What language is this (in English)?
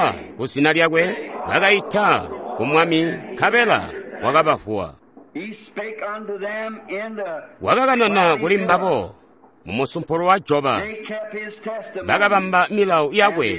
Tonga (Zambia)